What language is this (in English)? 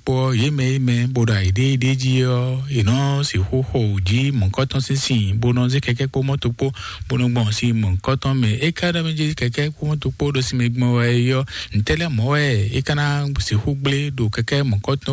Fon